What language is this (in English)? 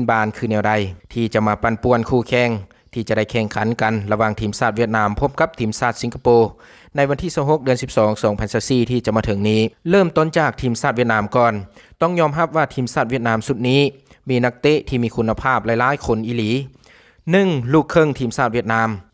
Lao